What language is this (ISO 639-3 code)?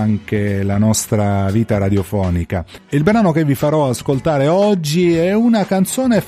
ita